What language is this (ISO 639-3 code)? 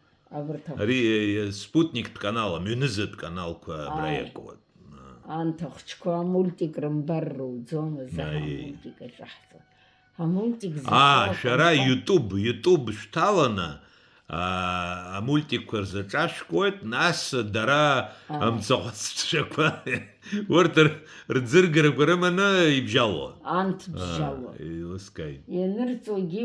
abk